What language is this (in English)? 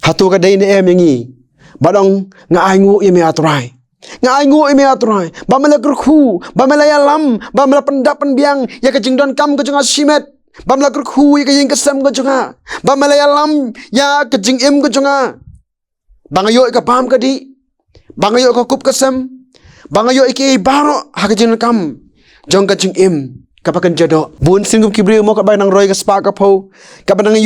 Khasi